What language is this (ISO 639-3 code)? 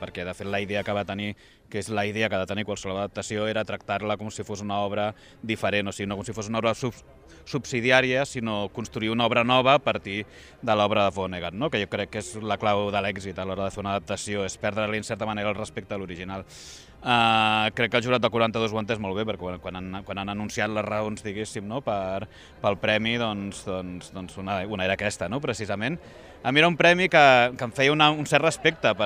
cat